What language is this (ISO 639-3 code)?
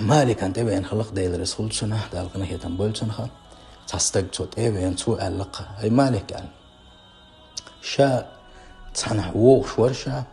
che